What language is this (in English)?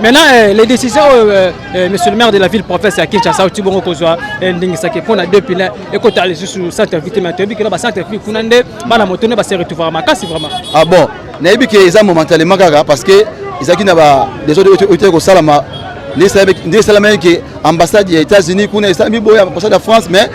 Lingala